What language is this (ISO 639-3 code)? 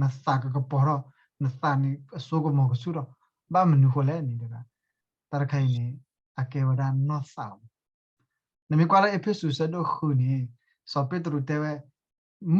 ksw